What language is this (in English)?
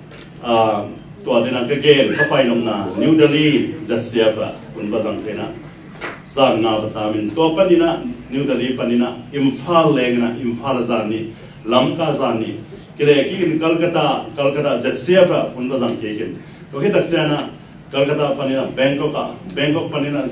Tedim Chin